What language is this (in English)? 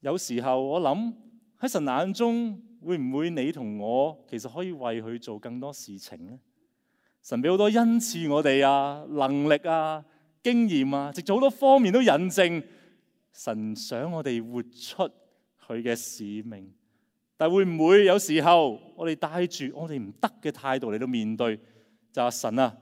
Cantonese